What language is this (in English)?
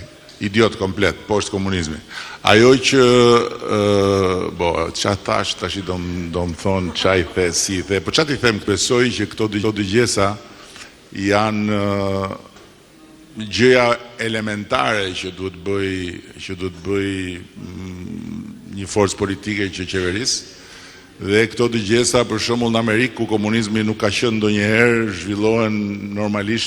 Albanian